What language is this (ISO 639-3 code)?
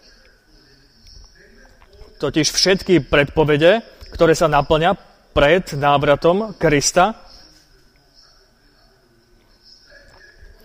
slk